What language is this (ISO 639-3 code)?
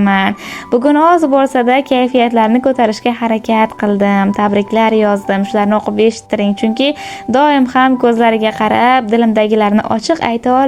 uzb